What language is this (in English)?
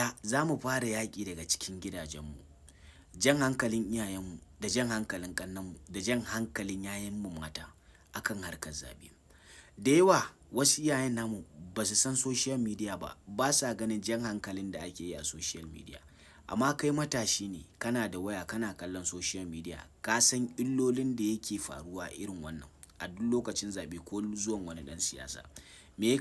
Hausa